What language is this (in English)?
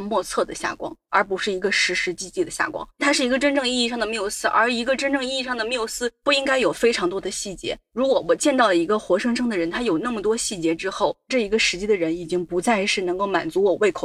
Chinese